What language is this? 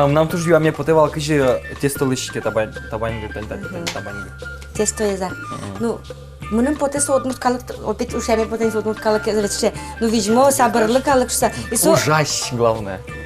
Udmurt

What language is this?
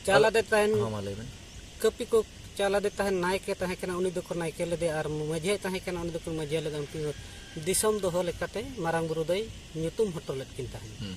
Santali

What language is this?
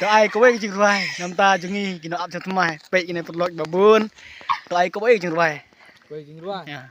Khasi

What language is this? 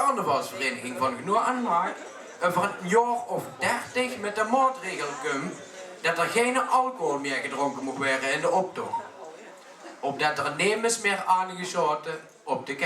Limburgish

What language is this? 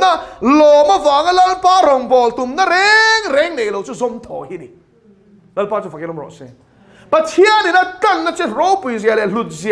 Mizo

